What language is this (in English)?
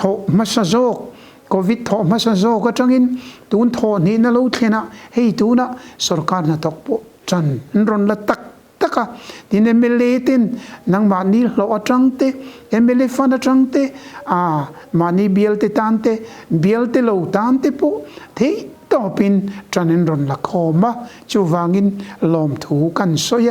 Mizo